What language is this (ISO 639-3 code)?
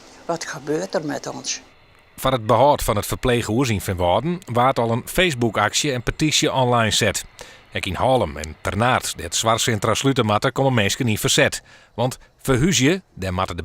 fry